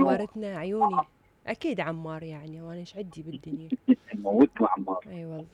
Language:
Mesopotamian Arabic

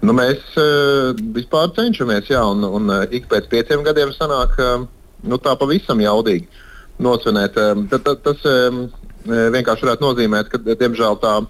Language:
Latvian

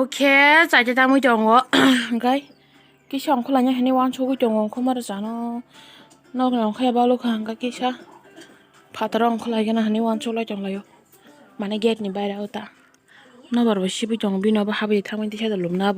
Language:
Kok Borok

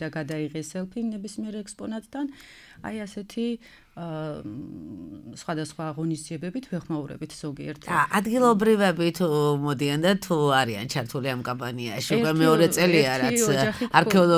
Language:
Georgian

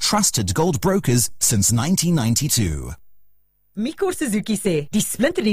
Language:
Afrikaans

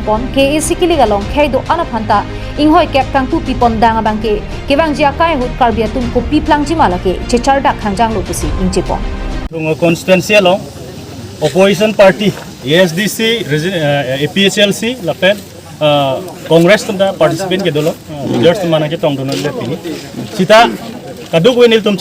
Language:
Karbi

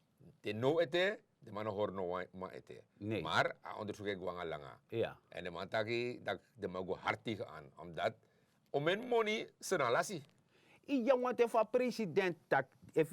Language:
Sranan Tongo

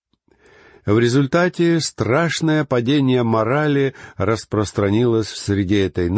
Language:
Russian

